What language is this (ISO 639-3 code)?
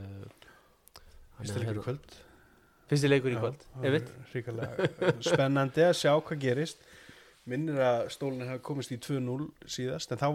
isl